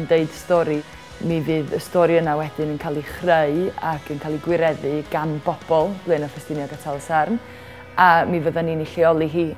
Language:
Welsh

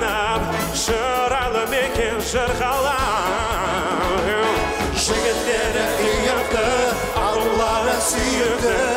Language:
Kazakh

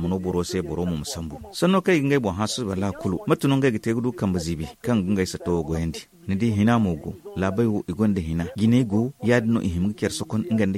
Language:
Zarma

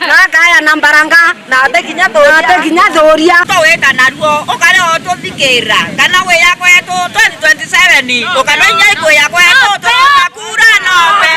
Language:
Meru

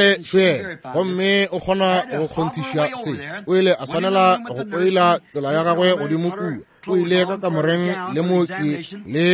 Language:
Northern Sotho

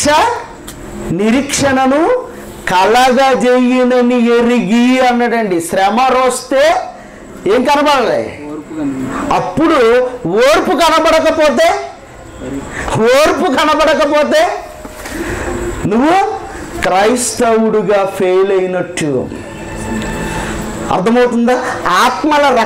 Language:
Telugu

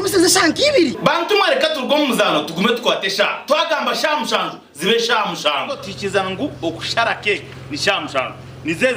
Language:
Nyankole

